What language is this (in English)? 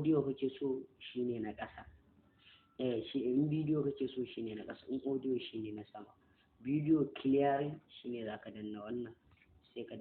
Hausa